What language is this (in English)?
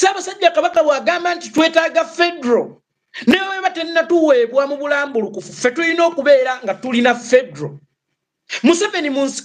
Ganda